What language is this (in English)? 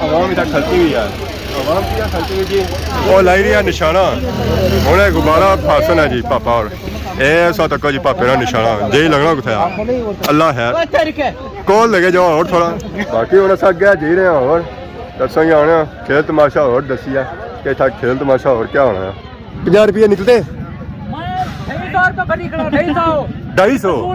Pahari-Potwari